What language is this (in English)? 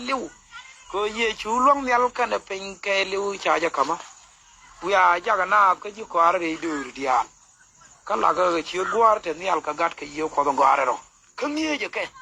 Nuer